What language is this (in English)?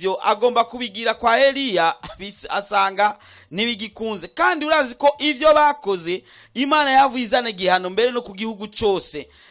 Rundi